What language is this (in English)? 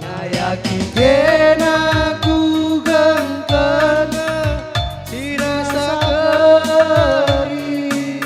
Batak Karo